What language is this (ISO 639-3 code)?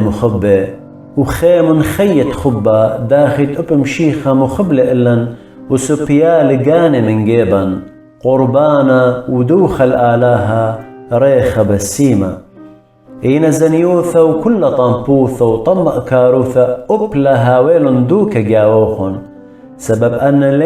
aii